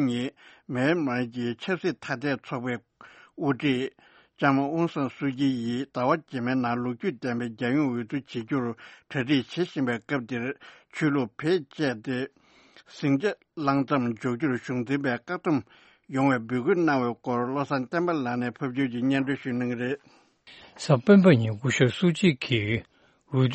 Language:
Tibetan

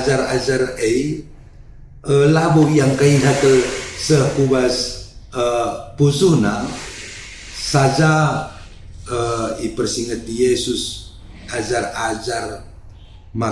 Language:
Batak Karo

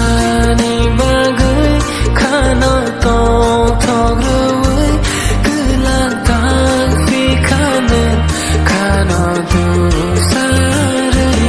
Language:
Kok Borok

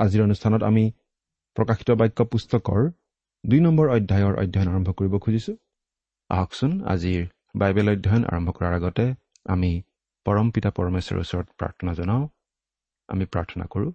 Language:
Assamese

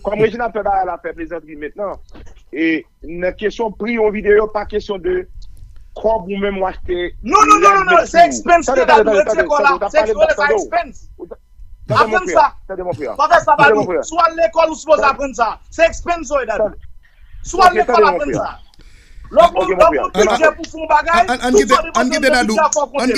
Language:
Haitian Creole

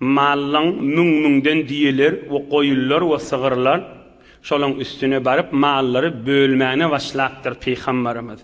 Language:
Turkmen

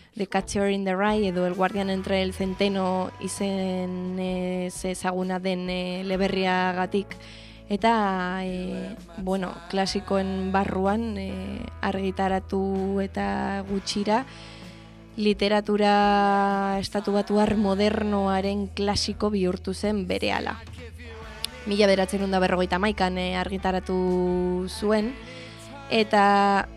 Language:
Basque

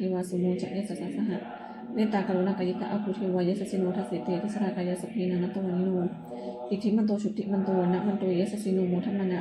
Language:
Pali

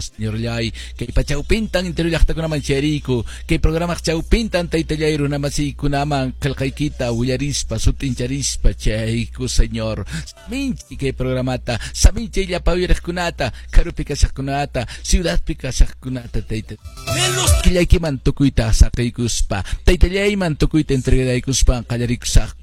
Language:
Quechua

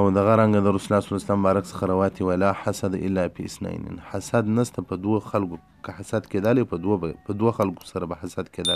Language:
Pashto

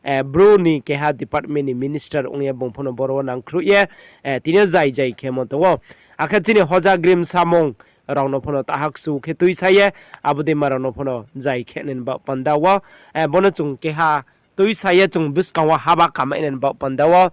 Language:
Riang (India)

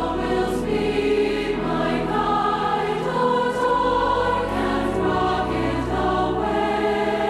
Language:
Tahitian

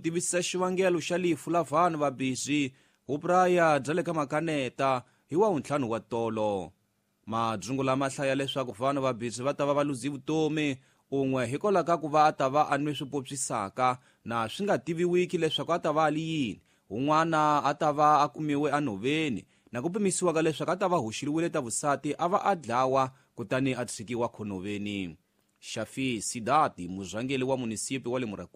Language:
Tsonga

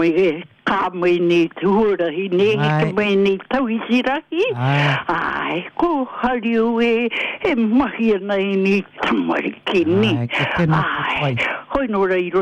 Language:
Māori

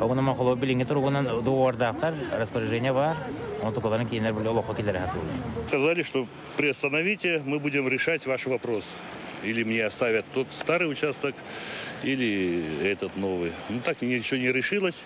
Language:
Yakut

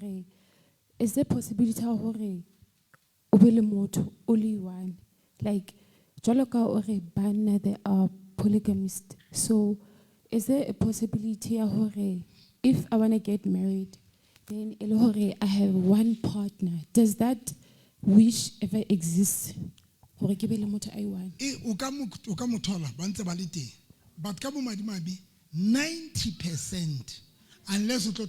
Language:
Southern Sotho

